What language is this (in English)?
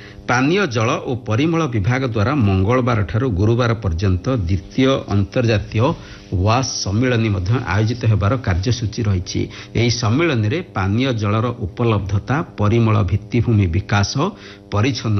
Odia